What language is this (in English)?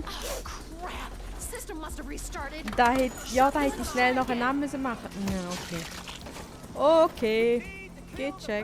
Swiss German